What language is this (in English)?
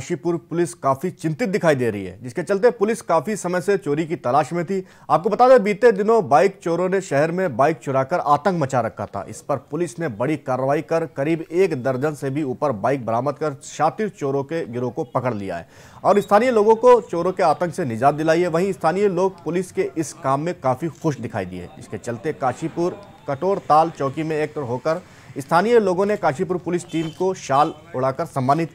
Hindi